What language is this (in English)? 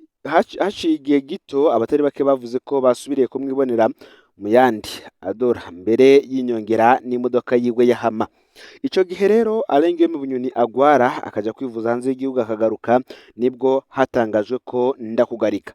Rundi